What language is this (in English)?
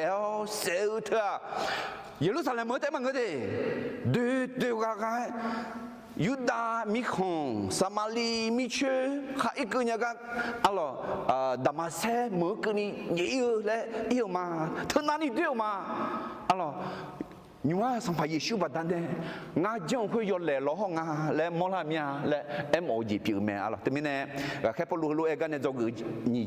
Akha